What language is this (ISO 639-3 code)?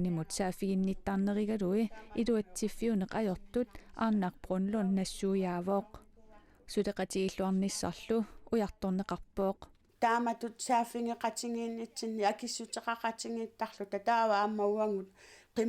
kal